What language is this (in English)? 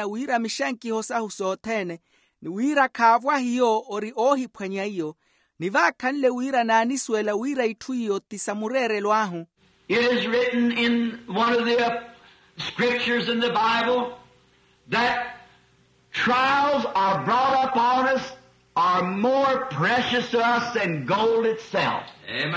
Makhuwa